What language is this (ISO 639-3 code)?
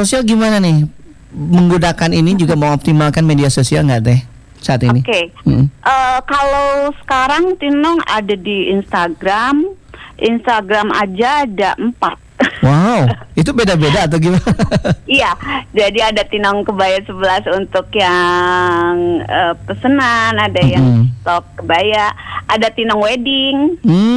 ind